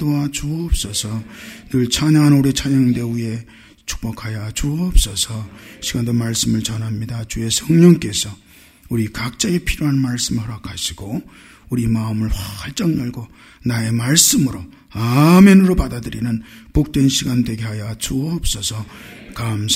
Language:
Korean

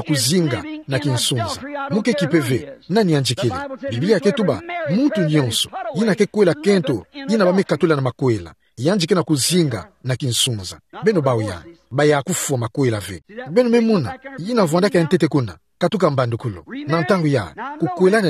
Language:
Kituba (Democratic Republic of Congo)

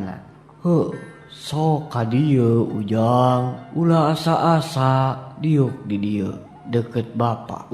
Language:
Sundanese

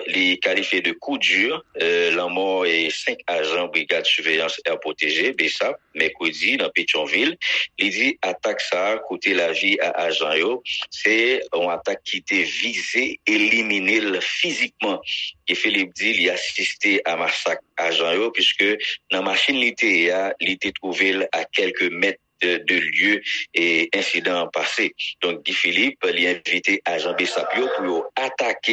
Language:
Haitian Creole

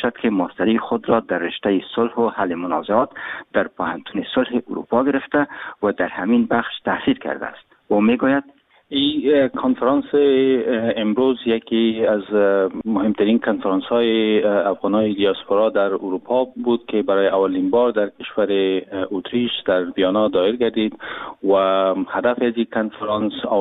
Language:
Persian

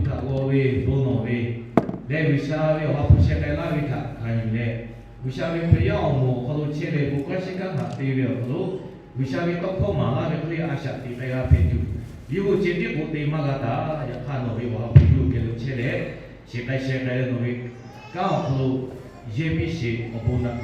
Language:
Lahu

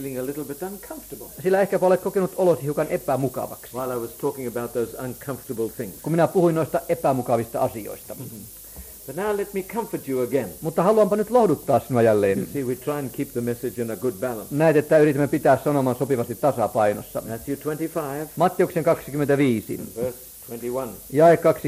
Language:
Finnish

